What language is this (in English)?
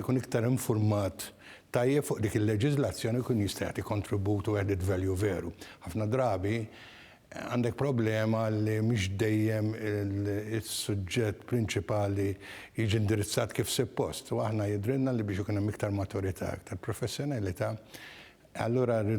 Maltese